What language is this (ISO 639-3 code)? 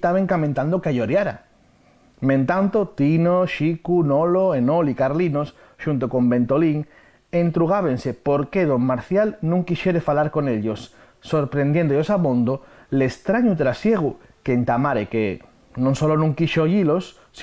ast